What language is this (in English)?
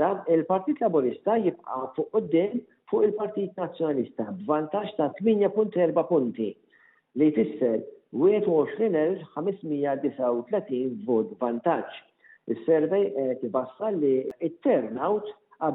Maltese